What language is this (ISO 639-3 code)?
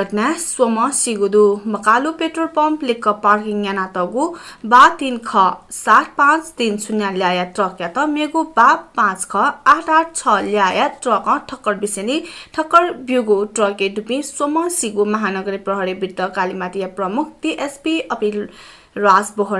new